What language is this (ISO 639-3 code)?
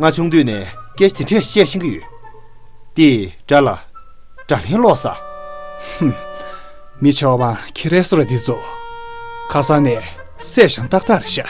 bod